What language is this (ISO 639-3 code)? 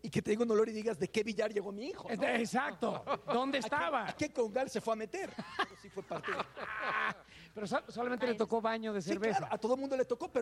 spa